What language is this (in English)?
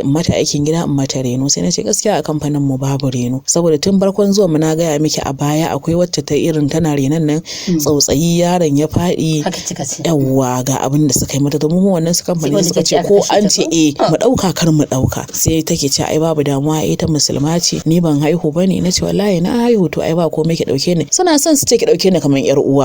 Hausa